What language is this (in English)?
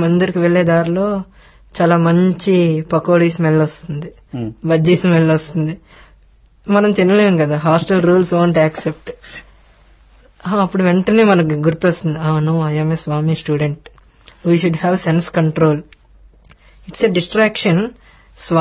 Telugu